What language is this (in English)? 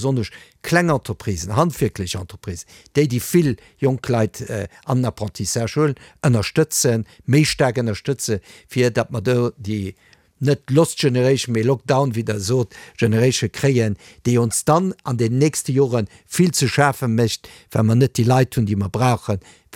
Luxembourgish